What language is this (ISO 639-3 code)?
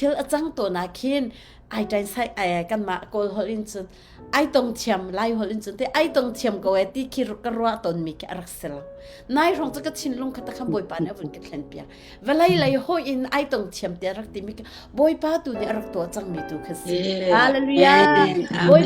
cnh